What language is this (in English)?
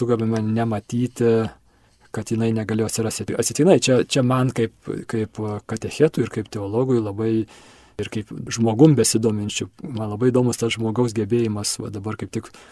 Lithuanian